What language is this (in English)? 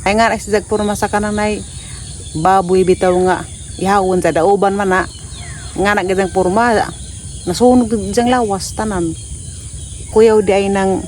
Cebuano